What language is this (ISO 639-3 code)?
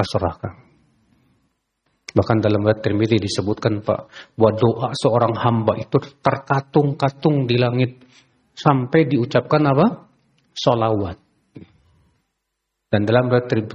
ind